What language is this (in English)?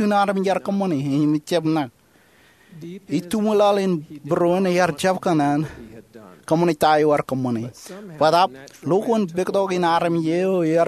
Marshallese